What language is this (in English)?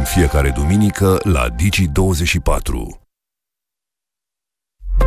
Romanian